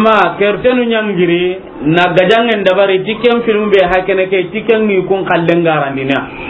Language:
Soninke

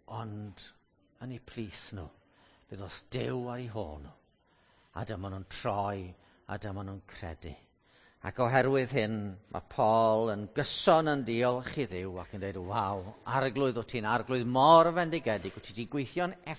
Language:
Welsh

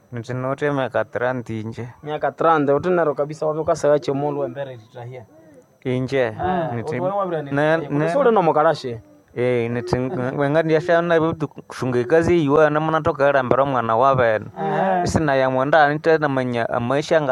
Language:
Nande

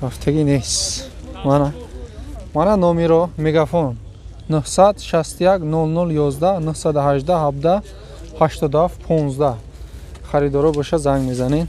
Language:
Tajik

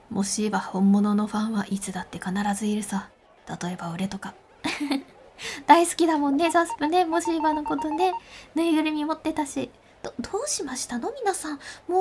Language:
Japanese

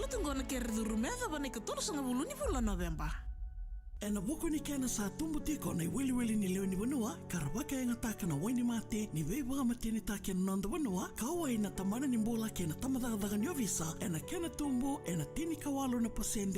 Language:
Fijian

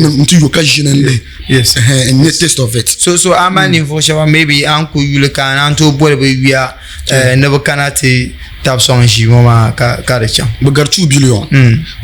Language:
Dagbani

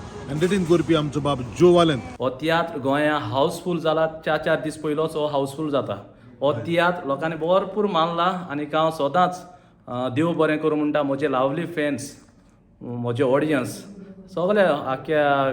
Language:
Konkani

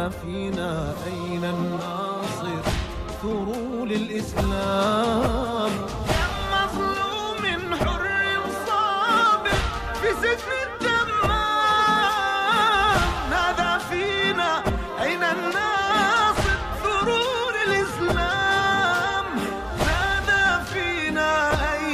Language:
Arabic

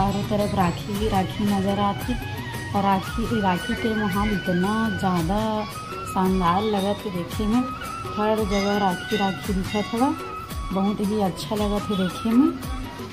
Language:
Chhattisgarhi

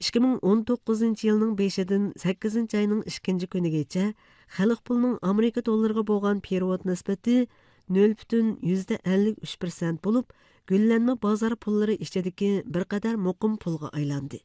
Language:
Uyghur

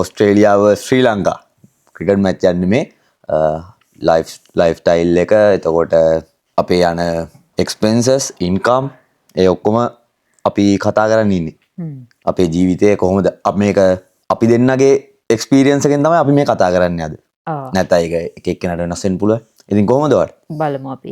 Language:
Sinhala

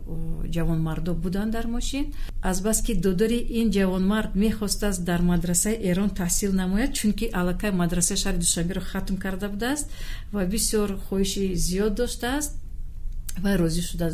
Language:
Tajik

